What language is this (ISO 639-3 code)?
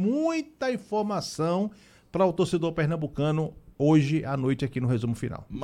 por